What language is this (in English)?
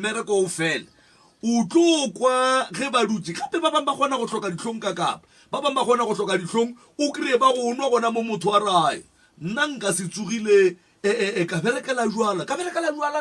Northern Sotho